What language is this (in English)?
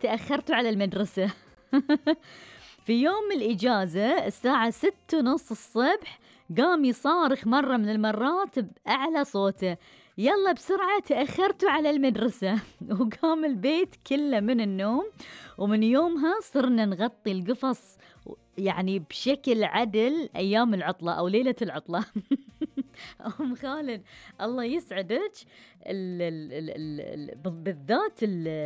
Gulf Arabic